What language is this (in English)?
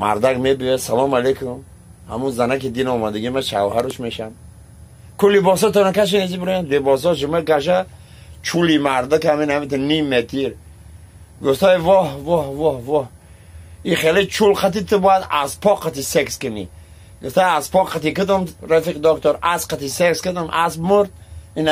Tajik